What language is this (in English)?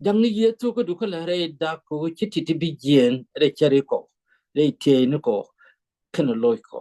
Nuer